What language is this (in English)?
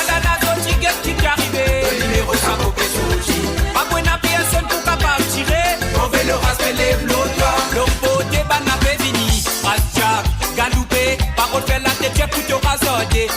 Morisyen